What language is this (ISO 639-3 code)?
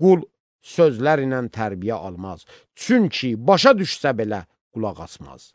aze